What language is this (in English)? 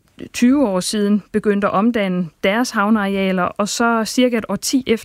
Danish